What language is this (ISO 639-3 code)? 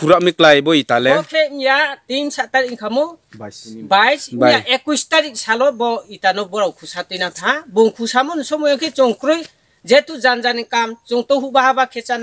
ria